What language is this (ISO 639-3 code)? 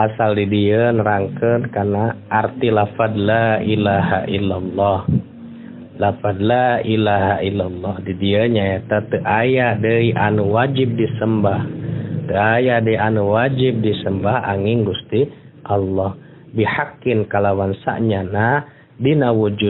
sun